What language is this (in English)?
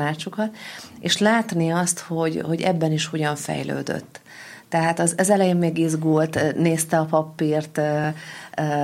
Hungarian